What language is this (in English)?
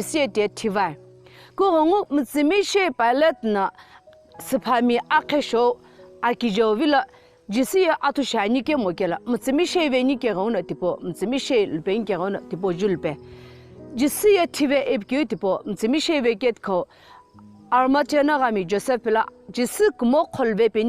Sumi Naga